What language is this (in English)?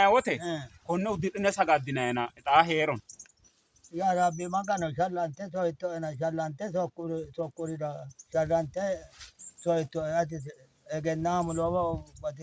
Sidamo